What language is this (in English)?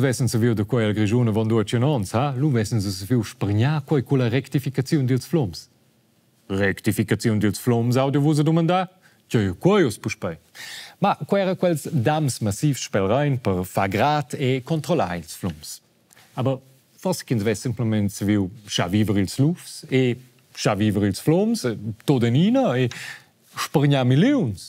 Romansh